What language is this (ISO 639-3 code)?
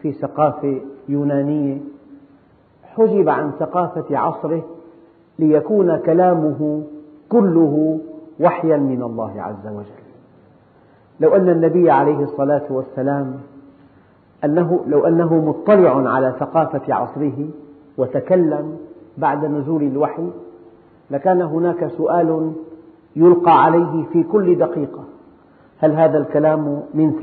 ara